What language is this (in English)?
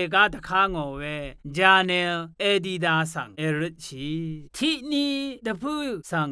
Rawang